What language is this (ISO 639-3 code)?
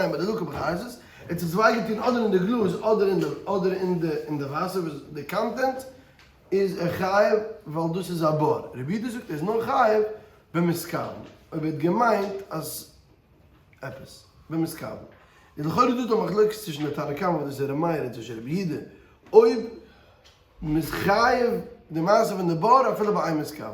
yid